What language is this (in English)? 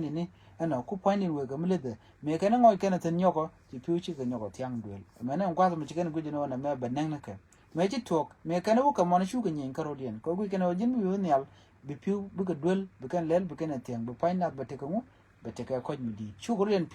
Nuer